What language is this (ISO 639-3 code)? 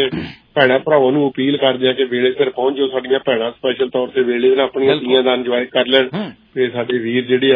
pan